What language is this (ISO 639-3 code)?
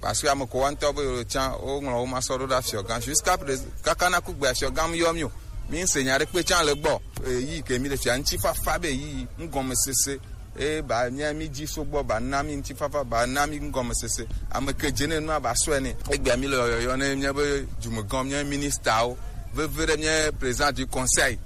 gej